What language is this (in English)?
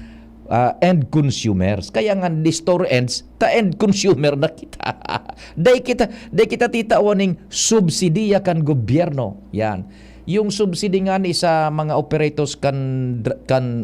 Bikol